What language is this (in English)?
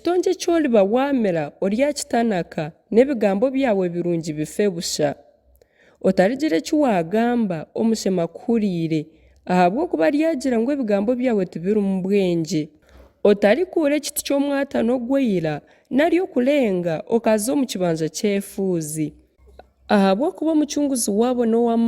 Nyankole